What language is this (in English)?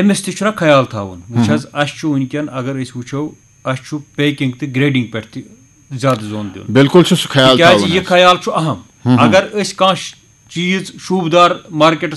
Kashmiri